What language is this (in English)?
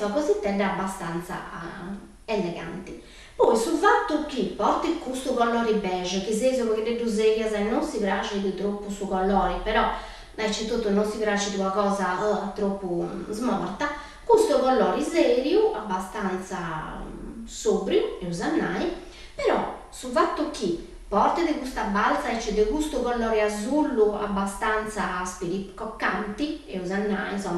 Sardinian